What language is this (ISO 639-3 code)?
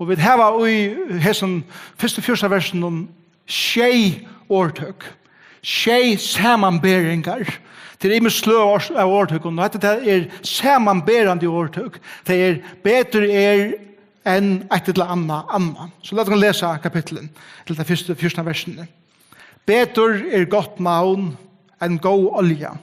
fao